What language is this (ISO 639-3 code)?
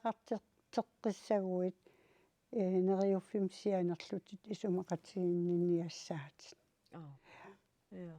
kal